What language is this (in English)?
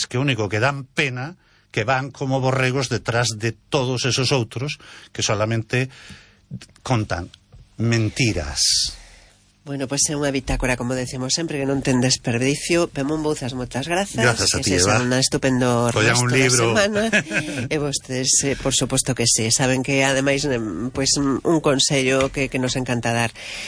Galician